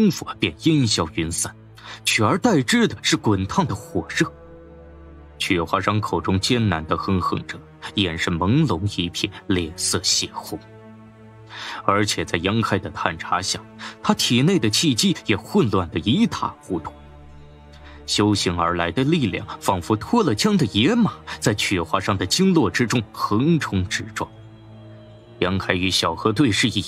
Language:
Chinese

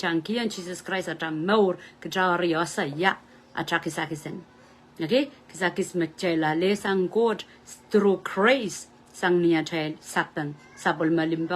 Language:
Pohnpeian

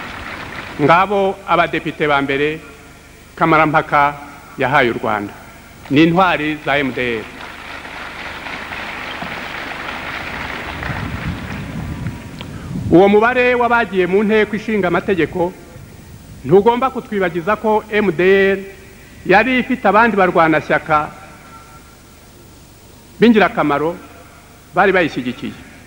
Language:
Kinyarwanda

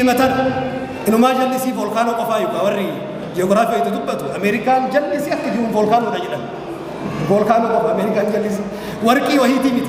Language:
Oromo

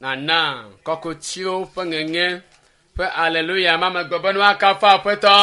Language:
Ewe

